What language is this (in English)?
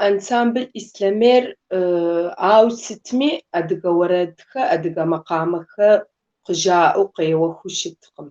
Kabardian